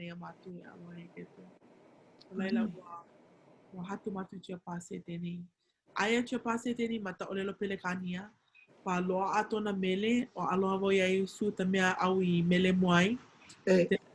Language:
Hawaiian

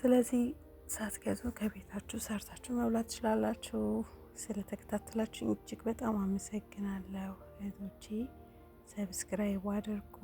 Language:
Amharic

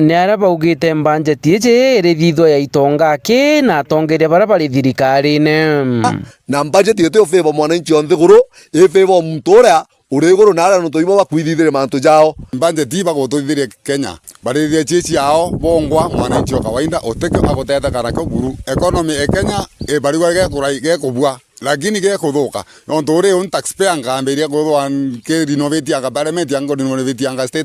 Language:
Meru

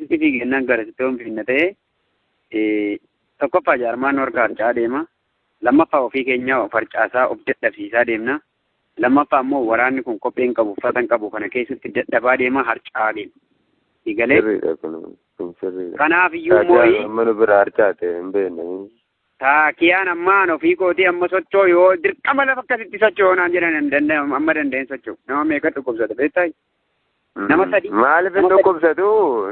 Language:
Oromo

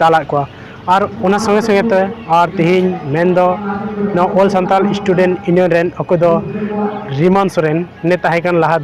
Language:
Santali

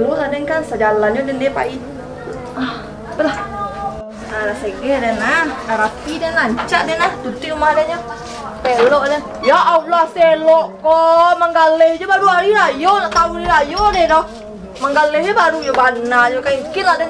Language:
Minangkabau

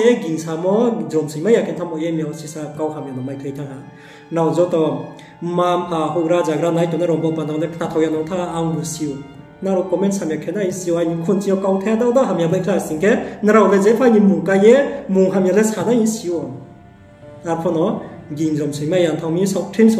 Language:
Riang (India)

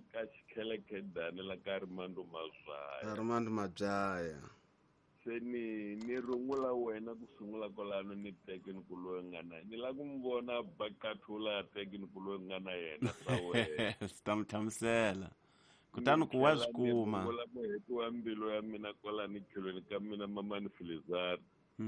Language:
Tsonga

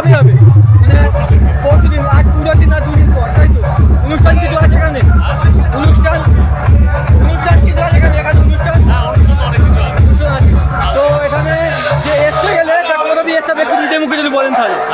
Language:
Bangla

